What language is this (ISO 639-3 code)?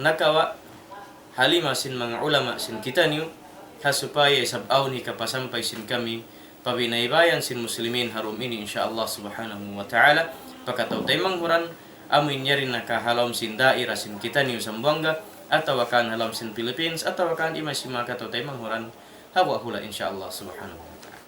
tsg